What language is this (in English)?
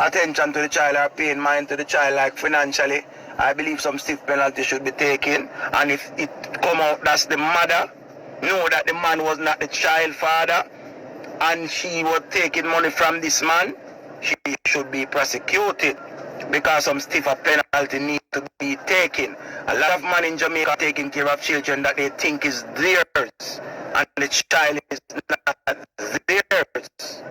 Jamaican Creole English